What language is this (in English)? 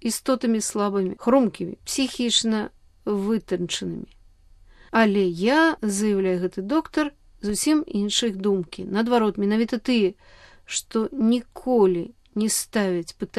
Belarusian